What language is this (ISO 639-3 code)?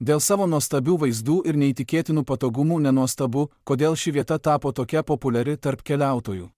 lit